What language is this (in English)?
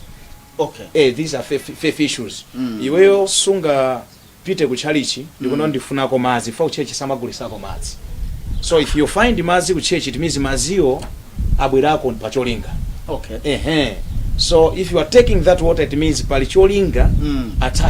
Nyanja